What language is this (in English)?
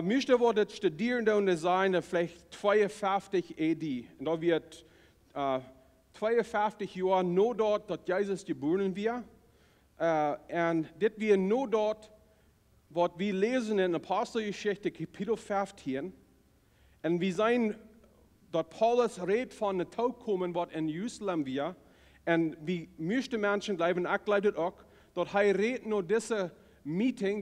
Plautdietsch